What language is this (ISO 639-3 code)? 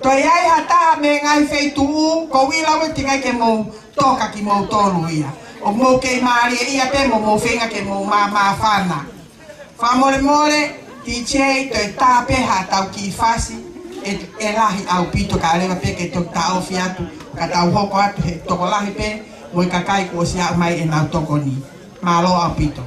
ton